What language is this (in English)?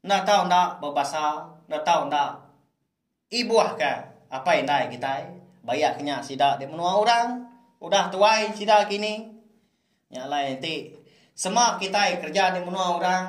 Iban